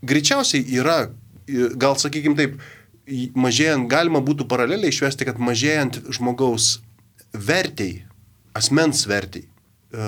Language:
Lithuanian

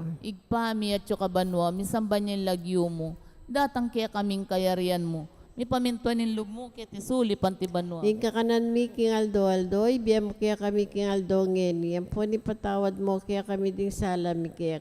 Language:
Pampanga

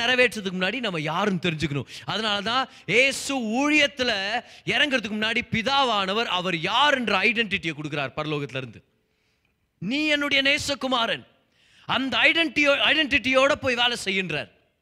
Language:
Tamil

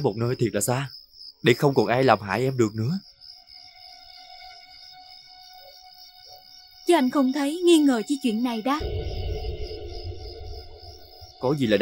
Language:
Vietnamese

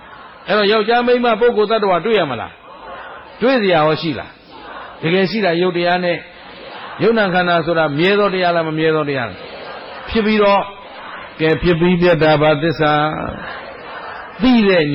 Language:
Burmese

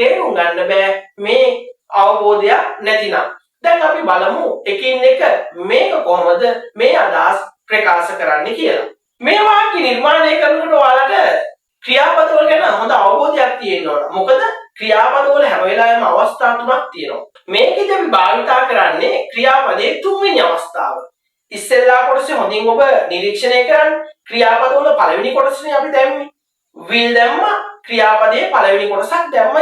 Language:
Sinhala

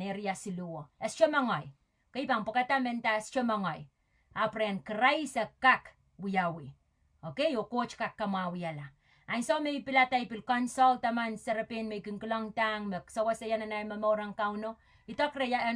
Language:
Pohnpeian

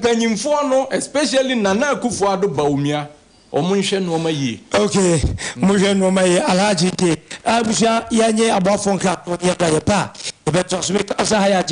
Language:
Akan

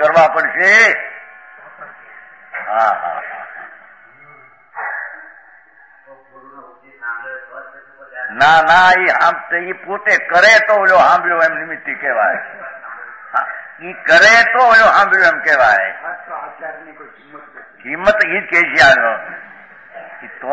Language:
Gujarati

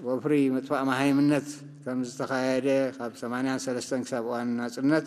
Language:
Tigrinya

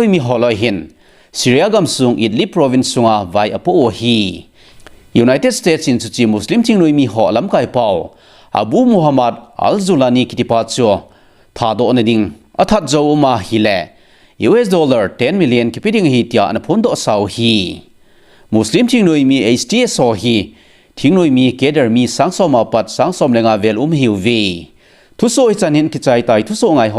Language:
Thado Chin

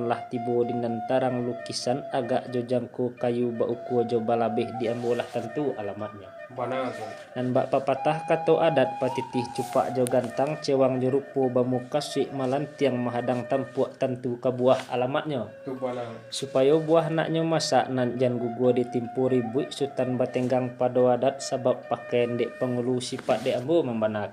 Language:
Minangkabau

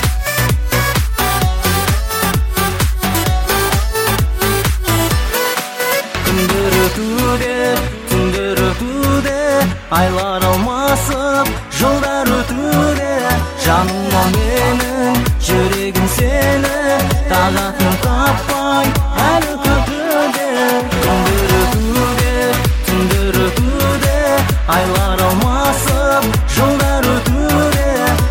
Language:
Kazakh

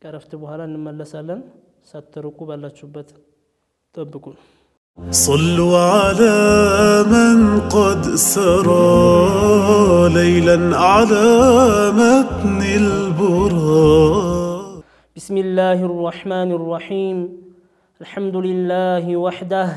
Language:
Amharic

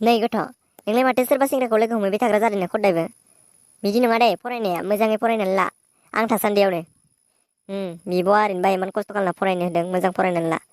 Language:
Bodo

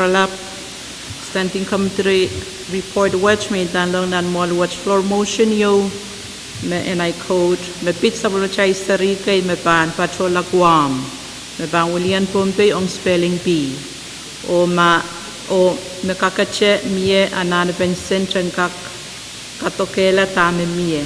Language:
Pohnpeian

